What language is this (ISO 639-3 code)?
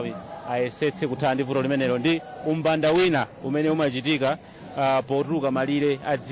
nya